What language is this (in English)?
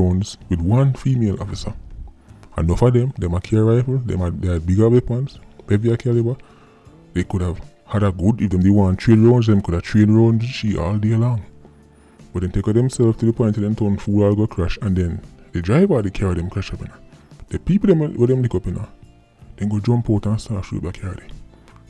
Jamaican Creole English